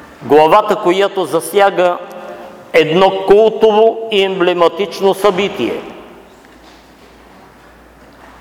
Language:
Bulgarian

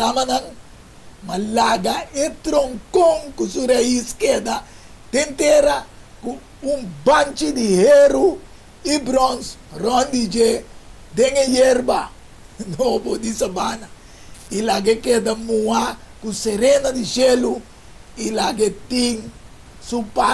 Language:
Papiamento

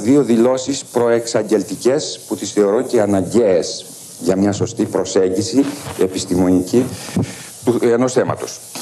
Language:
Greek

